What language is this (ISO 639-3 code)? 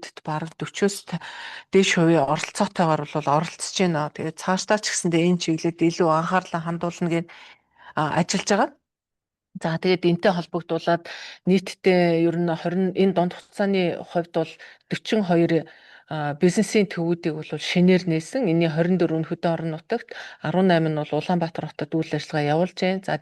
mon